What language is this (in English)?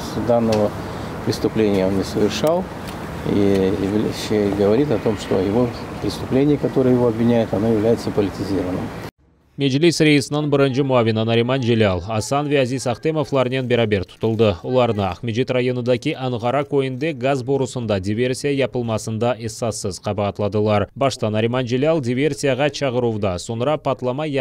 Crimean Tatar